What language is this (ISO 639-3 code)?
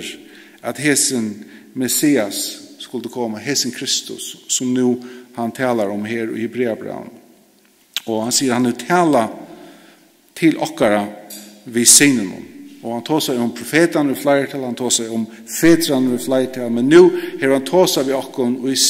fao